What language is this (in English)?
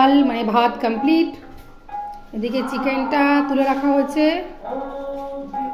Bangla